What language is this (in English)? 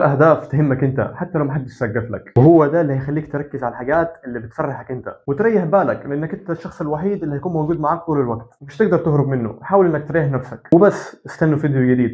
Egyptian Arabic